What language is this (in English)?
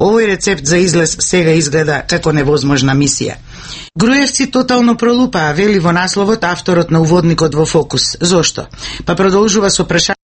Macedonian